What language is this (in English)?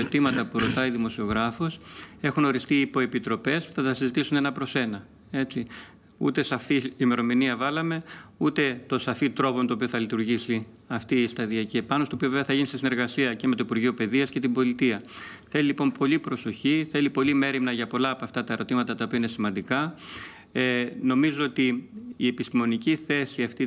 Greek